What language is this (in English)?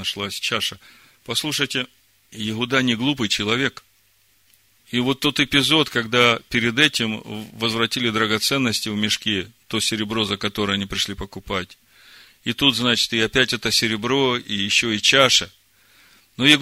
Russian